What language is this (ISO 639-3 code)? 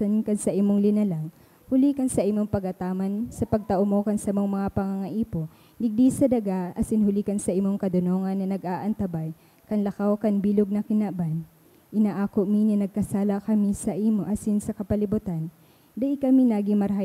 bik